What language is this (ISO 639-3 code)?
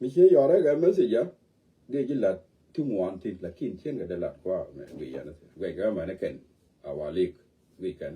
nus